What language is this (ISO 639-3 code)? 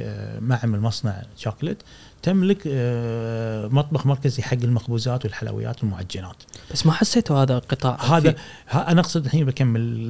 afb